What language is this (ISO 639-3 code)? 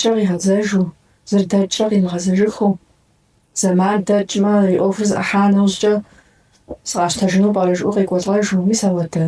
kbd